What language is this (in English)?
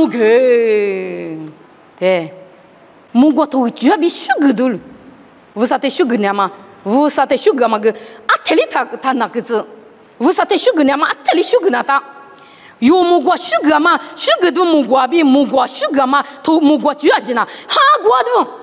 Lisu